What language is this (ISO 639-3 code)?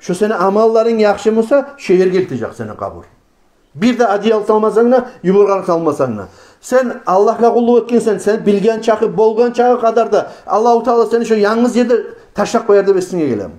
kum